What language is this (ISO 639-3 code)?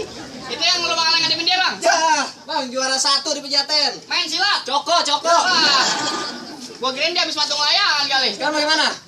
bew